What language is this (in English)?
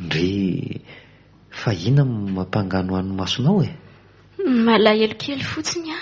Malagasy